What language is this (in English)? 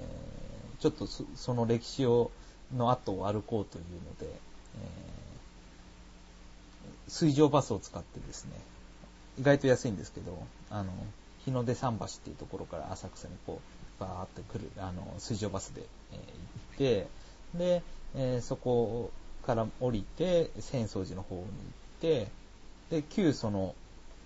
Japanese